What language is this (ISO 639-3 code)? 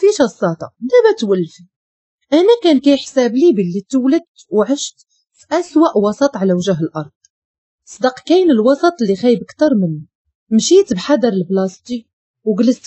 ary